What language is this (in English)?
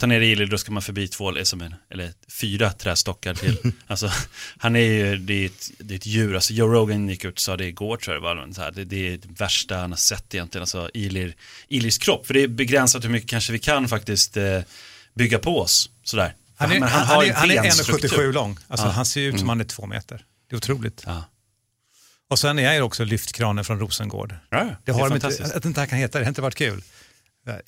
Swedish